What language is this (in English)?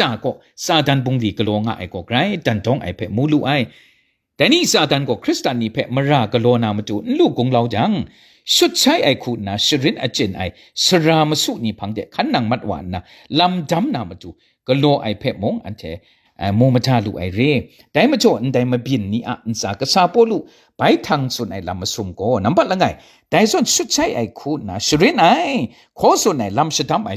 Kachin